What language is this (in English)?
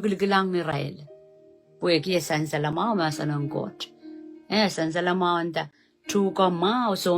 Pohnpeian